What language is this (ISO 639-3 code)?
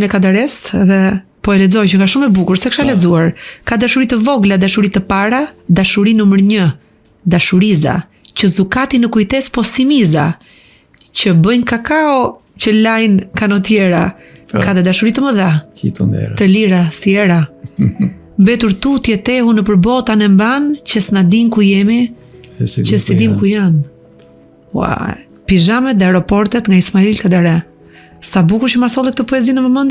sqi